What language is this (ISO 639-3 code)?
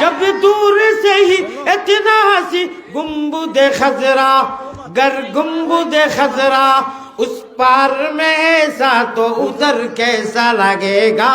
syl